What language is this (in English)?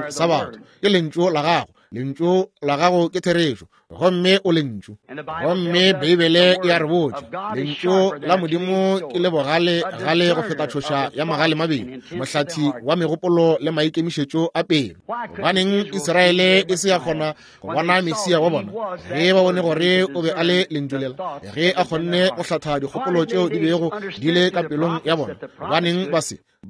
Northern Sotho